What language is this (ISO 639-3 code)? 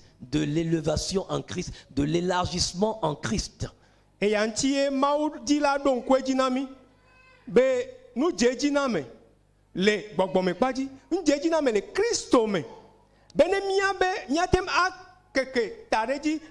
ewe